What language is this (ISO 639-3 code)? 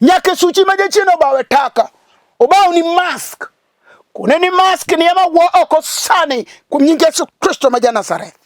luo